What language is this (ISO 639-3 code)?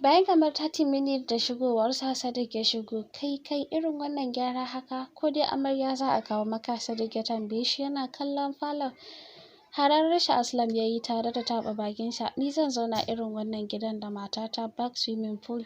hau